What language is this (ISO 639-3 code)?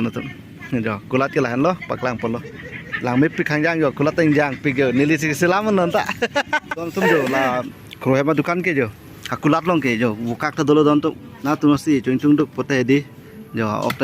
mjw